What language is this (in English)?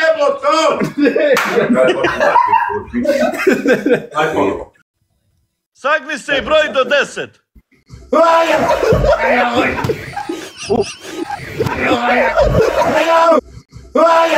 Croatian